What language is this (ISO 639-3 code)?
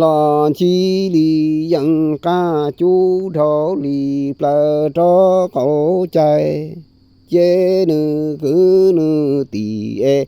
hmn